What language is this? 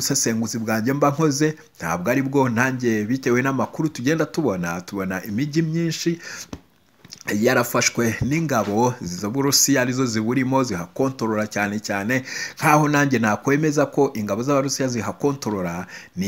Kinyarwanda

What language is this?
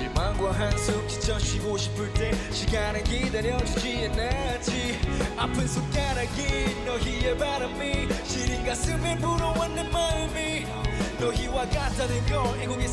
Korean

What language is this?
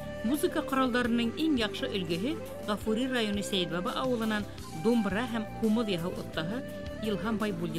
Bashkir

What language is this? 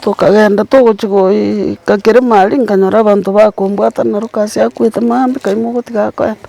Gusii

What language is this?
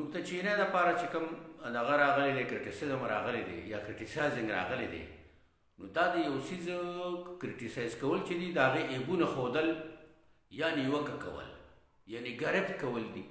Pashto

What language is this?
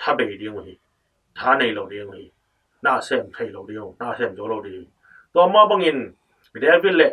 Tedim Chin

